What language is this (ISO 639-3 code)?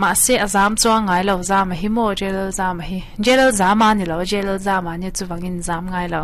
lus